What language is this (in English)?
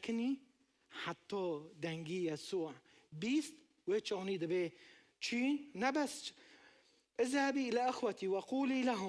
Kurdish